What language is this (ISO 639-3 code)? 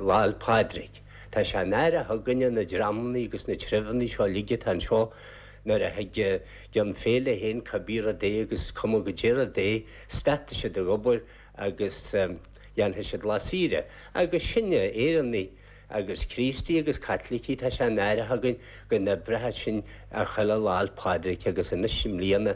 gle